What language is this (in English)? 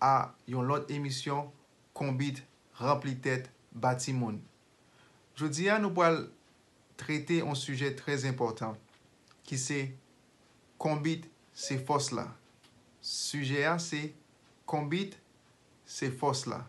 Haitian Creole